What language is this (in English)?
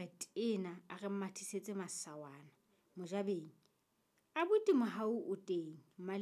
Southern Sotho